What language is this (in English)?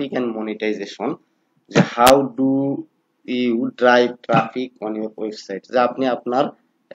Bangla